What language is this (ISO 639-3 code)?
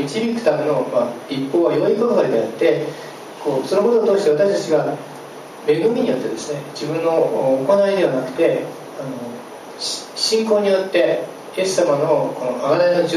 jpn